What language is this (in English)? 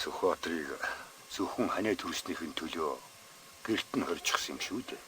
Mongolian